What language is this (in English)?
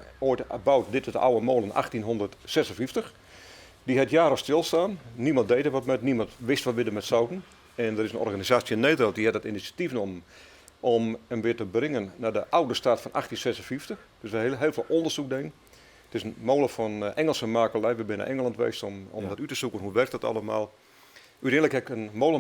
Western Frisian